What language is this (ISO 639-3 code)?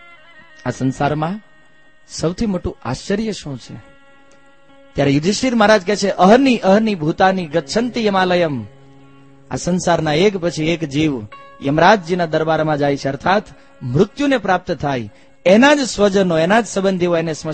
guj